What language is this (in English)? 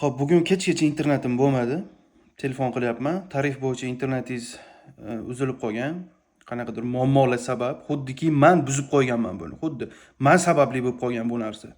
Uzbek